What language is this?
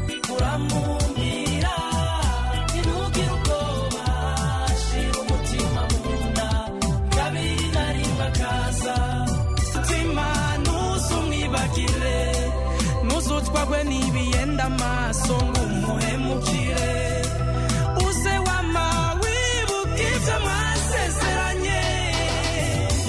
Kinyarwanda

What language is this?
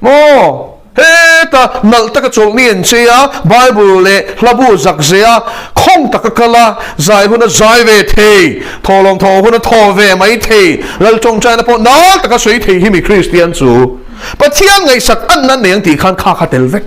Mizo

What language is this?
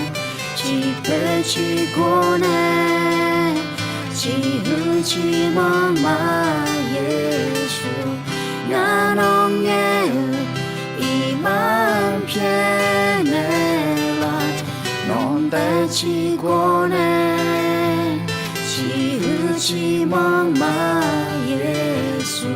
Akha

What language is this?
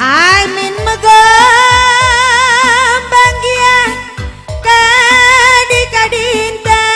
Batak Karo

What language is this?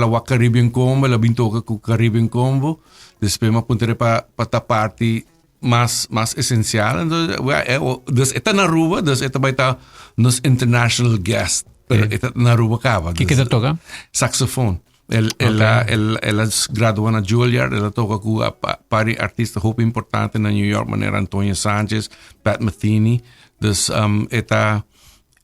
Papiamento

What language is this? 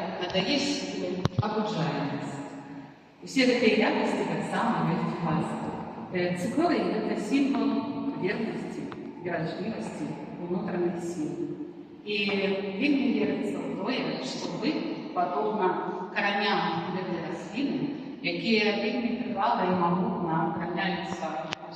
Belarusian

